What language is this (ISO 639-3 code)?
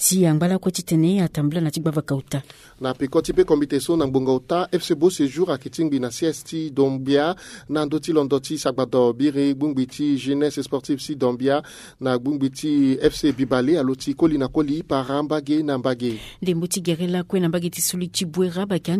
sag